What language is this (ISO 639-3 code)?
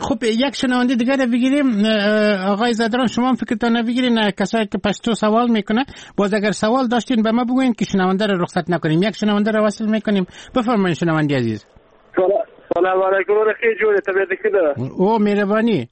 fas